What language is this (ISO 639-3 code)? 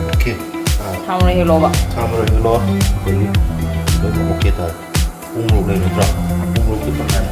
mni